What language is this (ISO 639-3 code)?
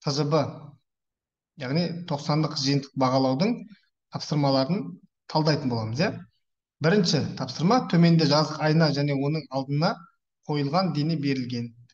kaz